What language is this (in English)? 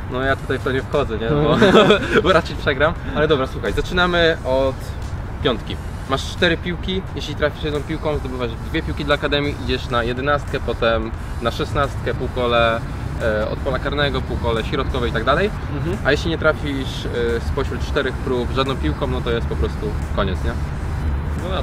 Polish